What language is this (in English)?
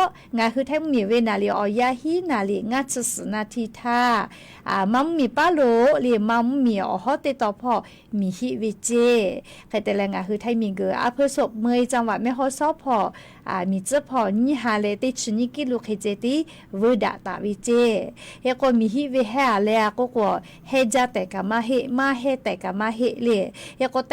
Lahu